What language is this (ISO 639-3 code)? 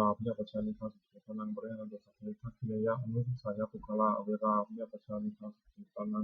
pli